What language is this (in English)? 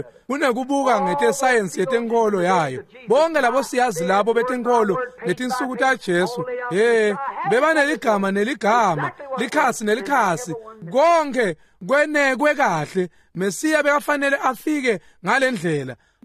Swati